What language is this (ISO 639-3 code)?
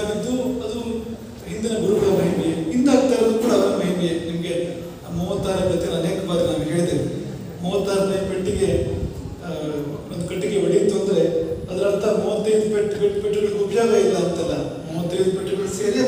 kan